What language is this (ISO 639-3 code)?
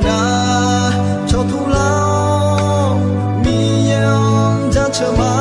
ahk